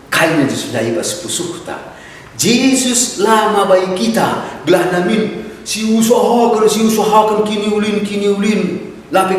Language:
Batak Karo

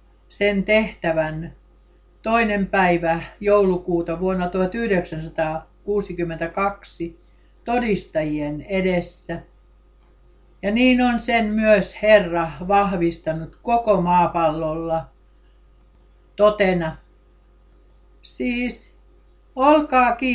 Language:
Finnish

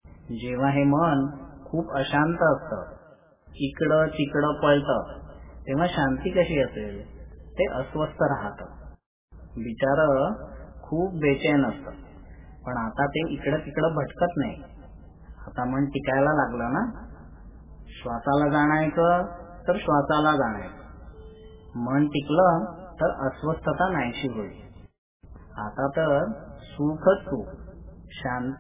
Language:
Marathi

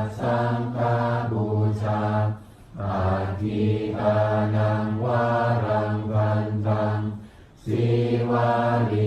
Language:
Pali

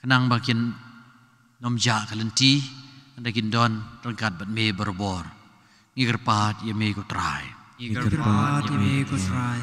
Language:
Khasi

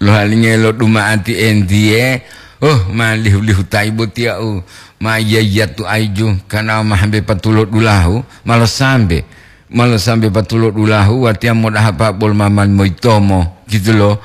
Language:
Gorontalo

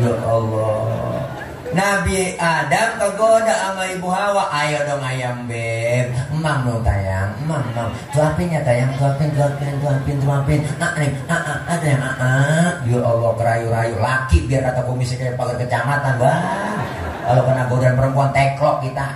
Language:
Betawi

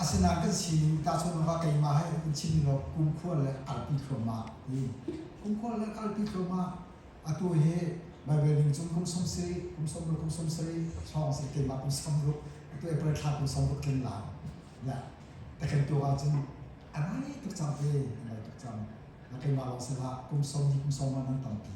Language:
Hakha Chin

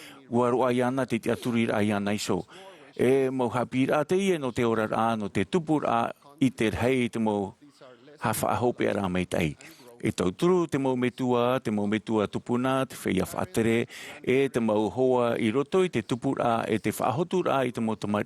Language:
Tahitian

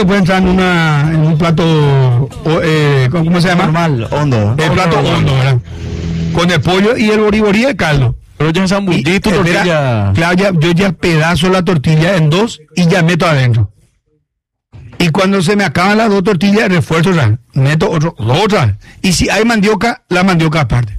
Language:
Spanish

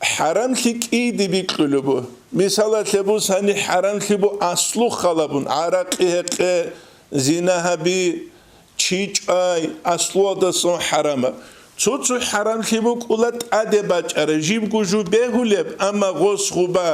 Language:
Avaric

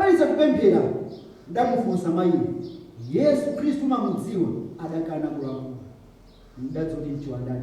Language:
Nyanja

